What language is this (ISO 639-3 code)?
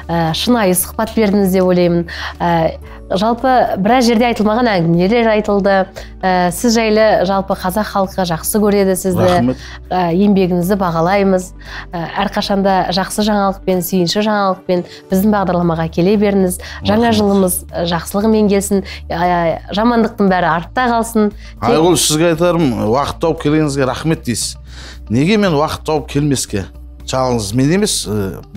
kaz